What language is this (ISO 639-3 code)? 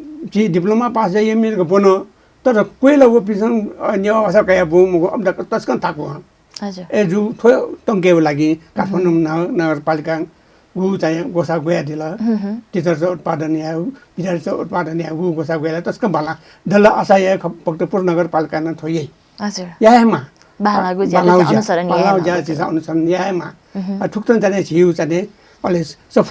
new